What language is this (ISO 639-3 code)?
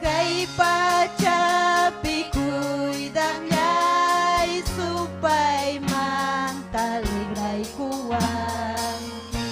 quy